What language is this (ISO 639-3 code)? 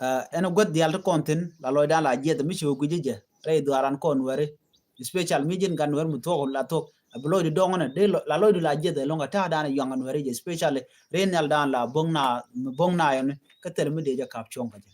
nus